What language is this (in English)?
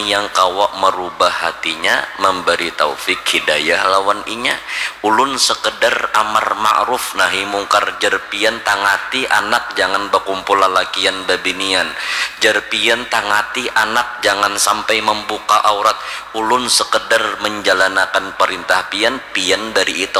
Banjar